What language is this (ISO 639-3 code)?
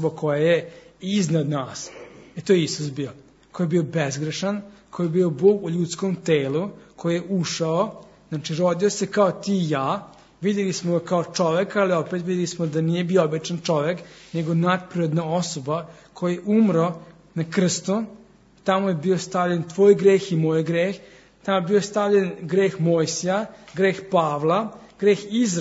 srp